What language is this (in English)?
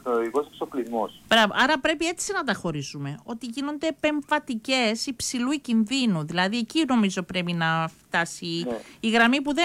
Greek